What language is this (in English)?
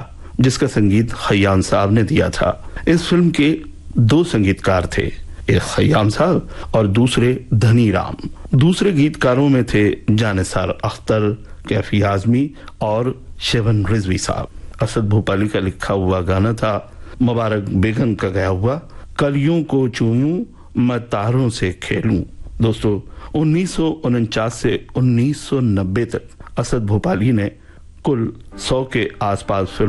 Hindi